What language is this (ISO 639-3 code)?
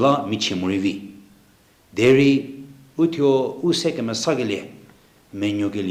njm